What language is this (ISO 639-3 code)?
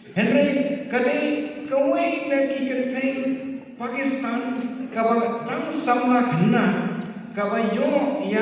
kha